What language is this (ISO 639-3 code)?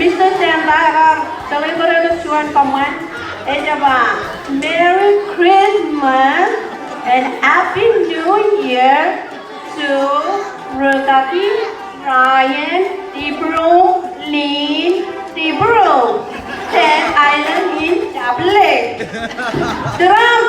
mah